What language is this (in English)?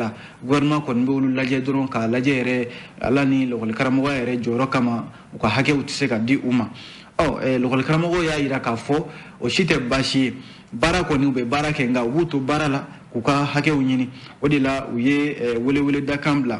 Bambara